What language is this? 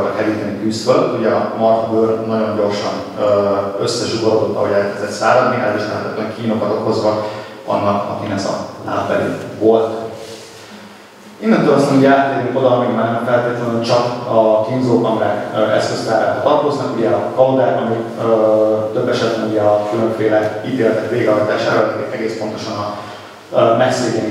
Hungarian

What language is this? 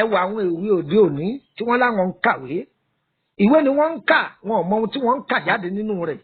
Yoruba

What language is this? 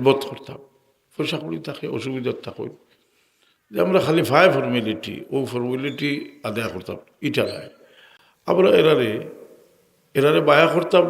Sylheti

